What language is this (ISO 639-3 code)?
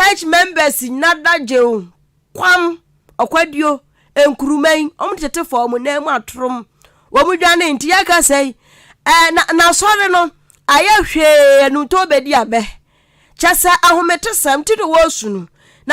aka